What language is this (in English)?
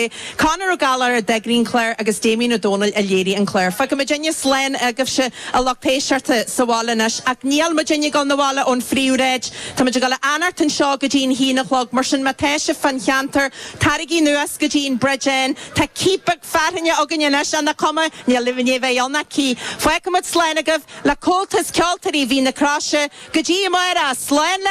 Irish